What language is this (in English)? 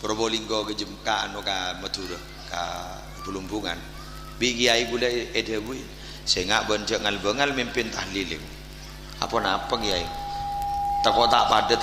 Madurese